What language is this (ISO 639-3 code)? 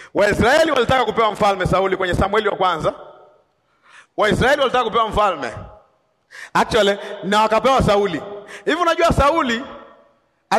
swa